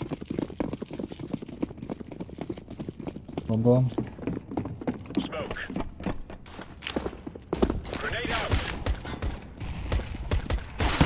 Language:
Hungarian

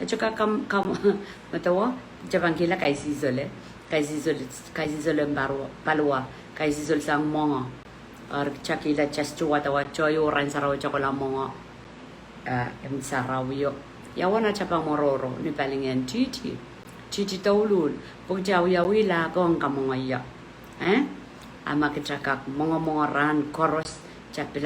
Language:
Pohnpeian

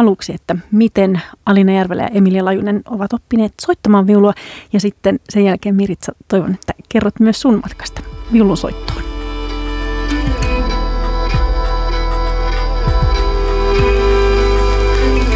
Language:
Finnish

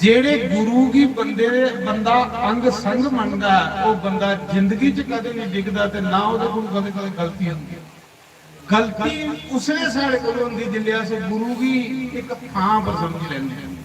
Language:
Dogri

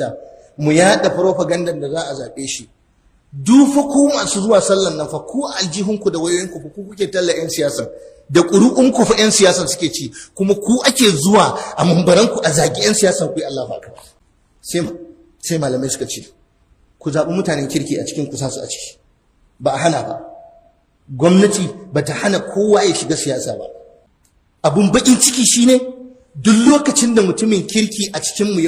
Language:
Hausa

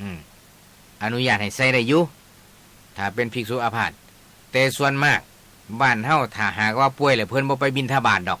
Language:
Northeastern Thai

